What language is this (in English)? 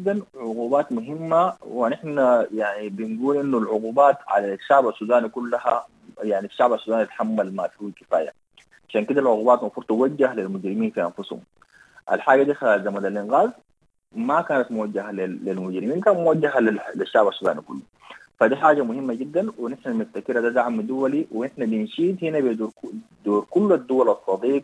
Sudanese Arabic